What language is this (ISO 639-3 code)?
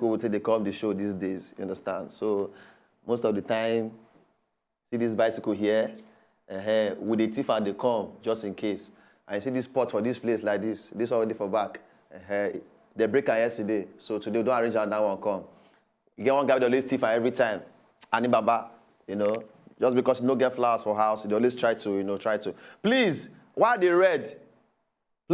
pcm